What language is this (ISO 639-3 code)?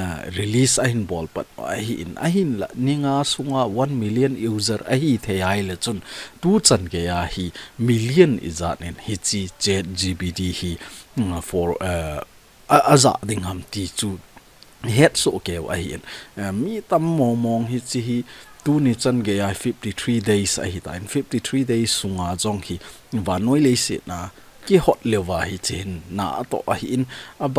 tcz